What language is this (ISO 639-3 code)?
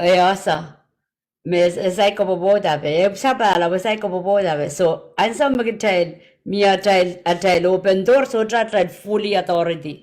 pon